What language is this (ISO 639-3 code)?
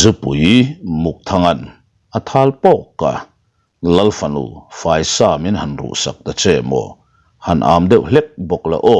lus